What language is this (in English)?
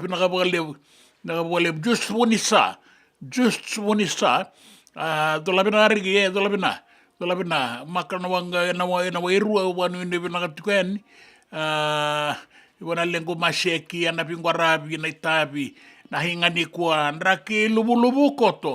Fijian